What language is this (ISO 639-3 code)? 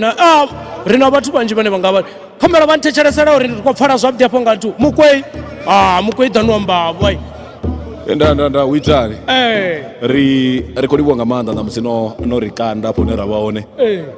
ven